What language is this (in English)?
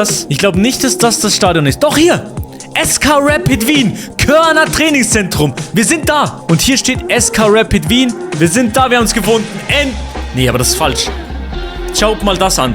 Swiss German